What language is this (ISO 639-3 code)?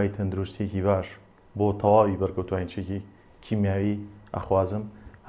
ckb